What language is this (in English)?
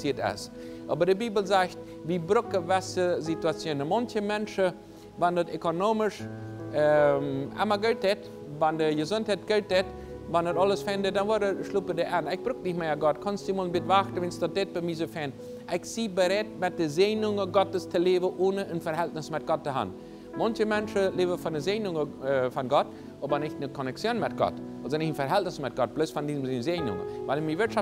Plautdietsch